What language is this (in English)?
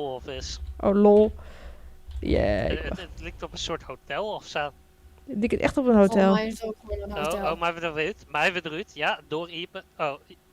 Western Frisian